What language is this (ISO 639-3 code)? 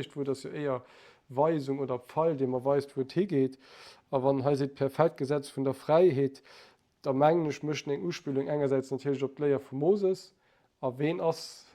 ltz